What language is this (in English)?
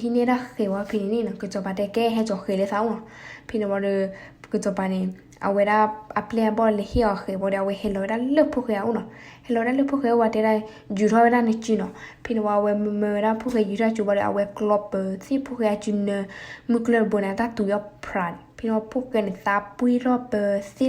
S'gaw Karen